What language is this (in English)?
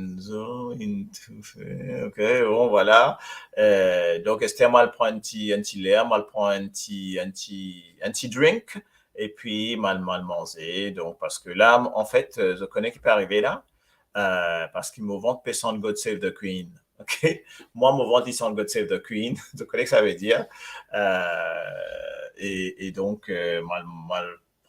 Morisyen